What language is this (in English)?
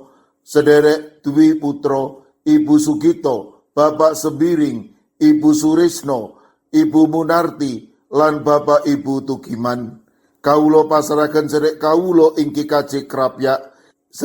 Javanese